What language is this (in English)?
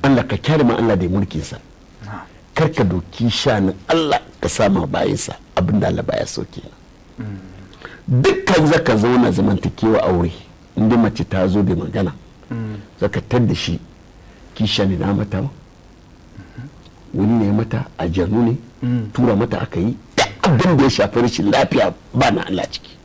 Hausa